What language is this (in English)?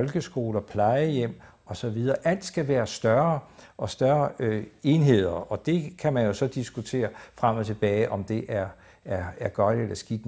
Danish